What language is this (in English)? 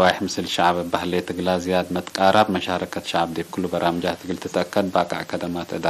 Tigre